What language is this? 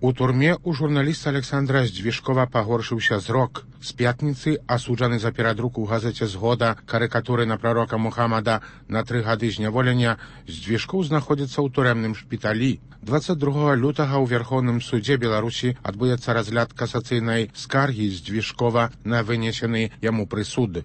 Belarusian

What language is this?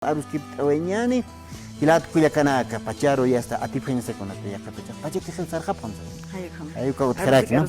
Aymara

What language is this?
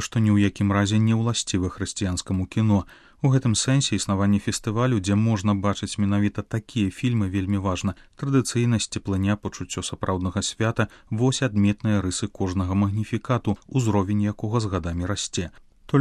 Belarusian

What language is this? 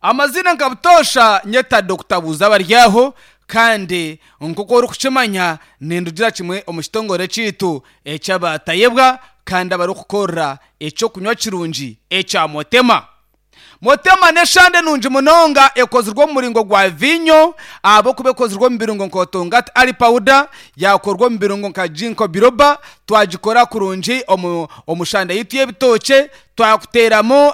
Nyankole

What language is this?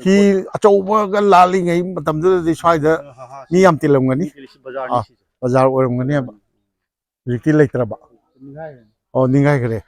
Manipuri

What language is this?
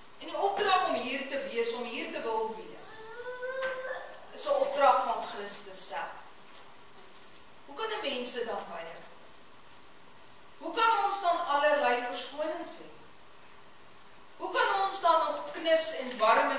Afrikaans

